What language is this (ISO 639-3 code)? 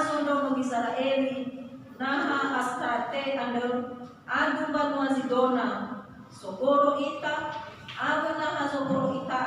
nia